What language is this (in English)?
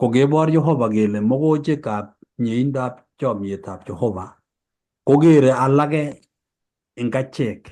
Kalenjin